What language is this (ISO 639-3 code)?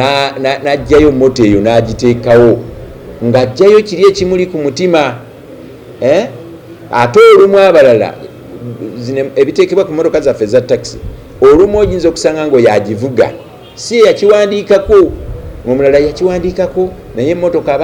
lug